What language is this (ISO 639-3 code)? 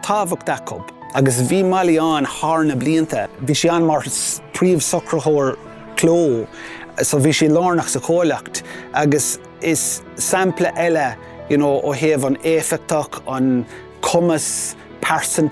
gle